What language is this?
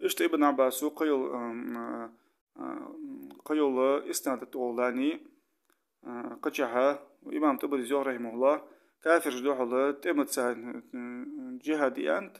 Ingush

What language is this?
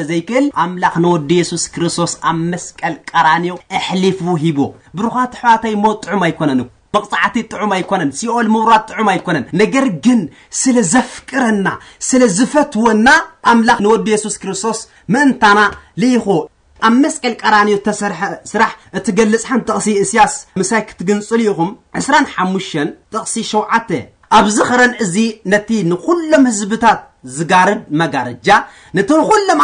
Tigrinya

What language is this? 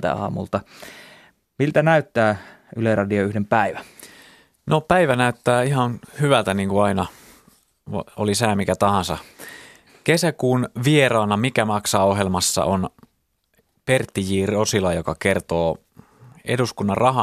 Finnish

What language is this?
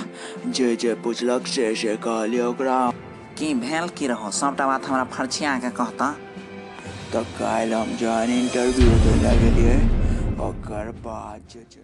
Maithili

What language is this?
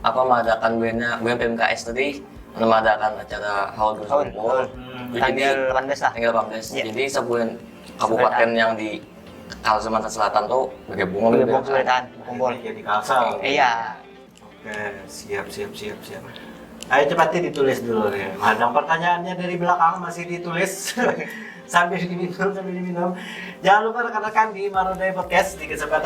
Banjar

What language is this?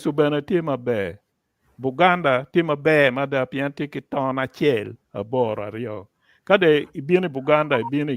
Acoli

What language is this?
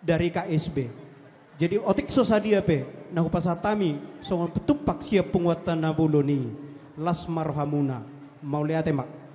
Batak Toba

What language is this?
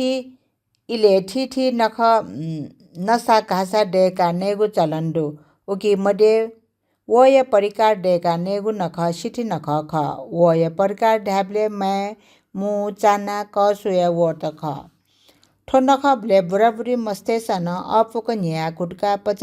Newari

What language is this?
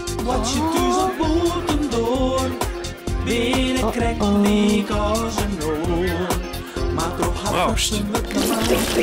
Western Frisian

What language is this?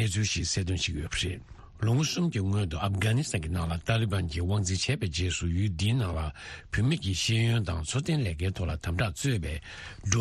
Tibetan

